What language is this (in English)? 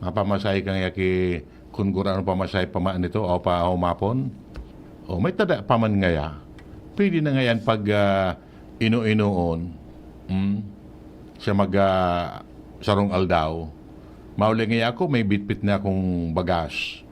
Bikol